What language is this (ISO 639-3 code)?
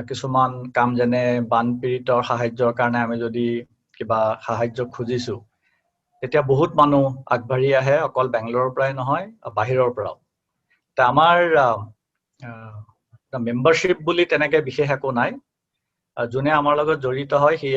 asm